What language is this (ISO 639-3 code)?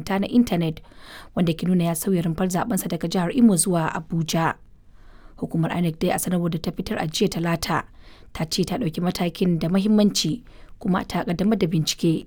hau